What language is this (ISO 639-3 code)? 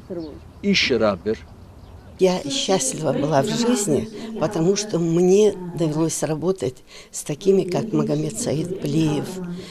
inh